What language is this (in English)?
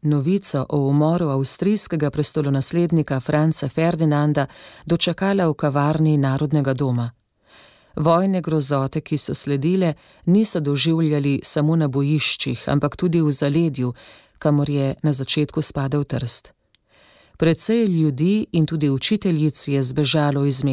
Slovenian